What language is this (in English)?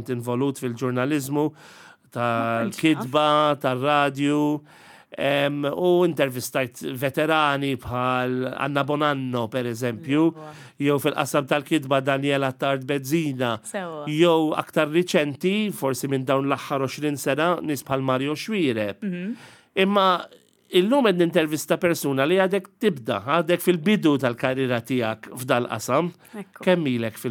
Maltese